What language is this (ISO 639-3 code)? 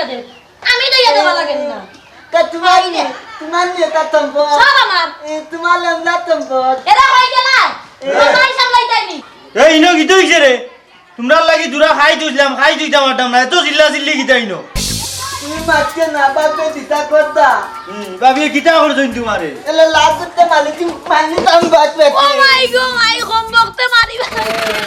syl